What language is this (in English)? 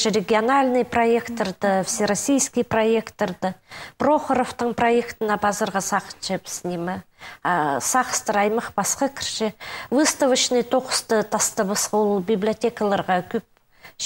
Khakas